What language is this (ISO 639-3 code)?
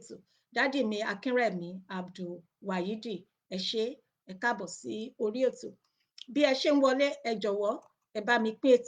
yor